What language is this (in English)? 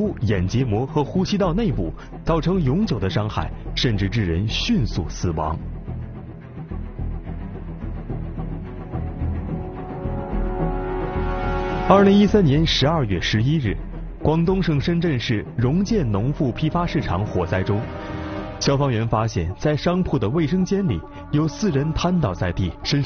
Chinese